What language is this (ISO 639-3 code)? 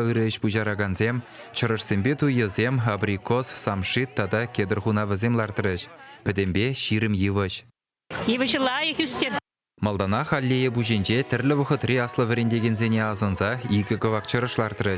chv